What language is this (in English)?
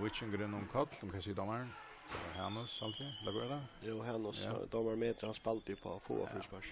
Faroese